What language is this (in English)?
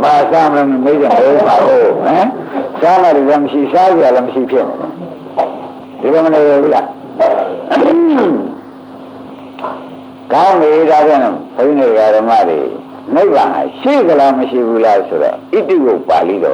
Burmese